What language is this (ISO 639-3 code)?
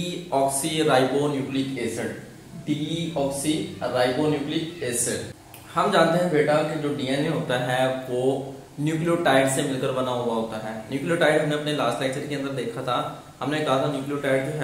hin